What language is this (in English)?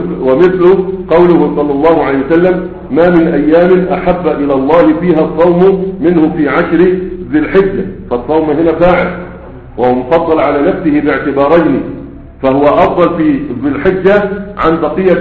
Arabic